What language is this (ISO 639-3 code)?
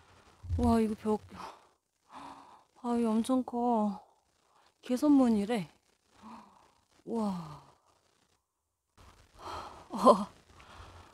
kor